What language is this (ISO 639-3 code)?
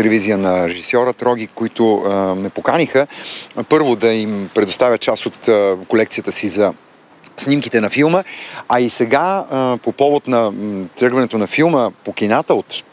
bul